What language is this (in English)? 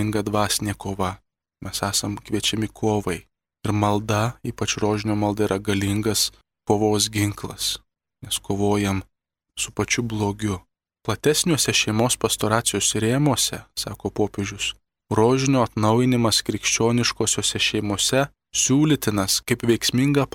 Lithuanian